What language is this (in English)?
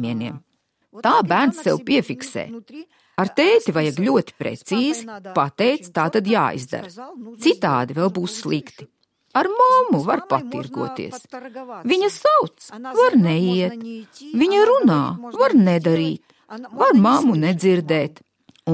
Latvian